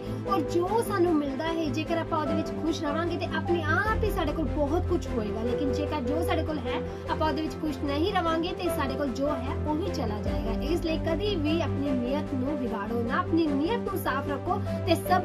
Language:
Punjabi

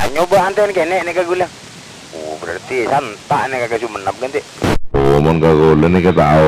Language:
Madurese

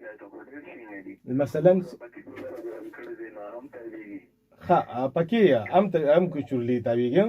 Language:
Pashto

